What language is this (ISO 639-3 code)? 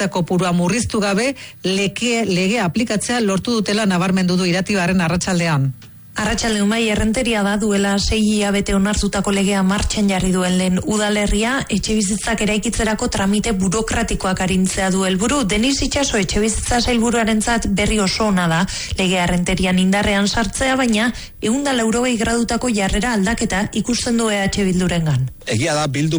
eus